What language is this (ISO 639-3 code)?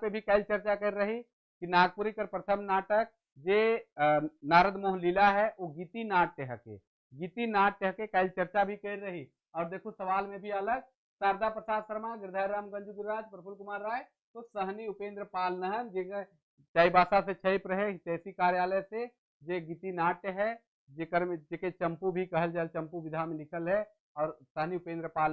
sck